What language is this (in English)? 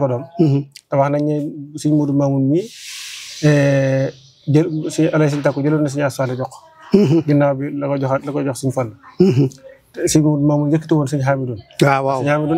Wolof